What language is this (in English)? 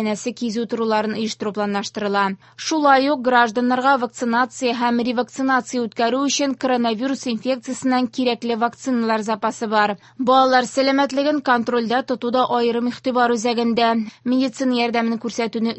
Tatar